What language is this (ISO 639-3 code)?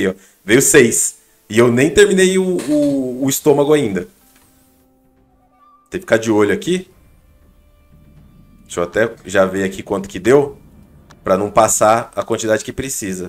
por